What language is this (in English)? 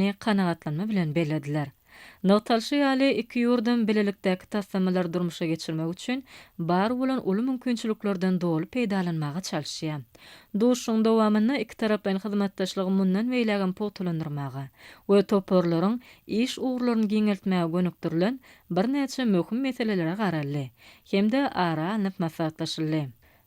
Turkmen